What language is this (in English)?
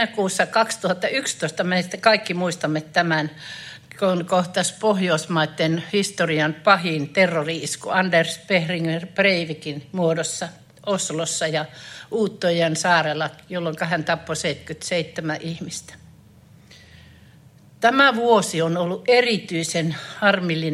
Finnish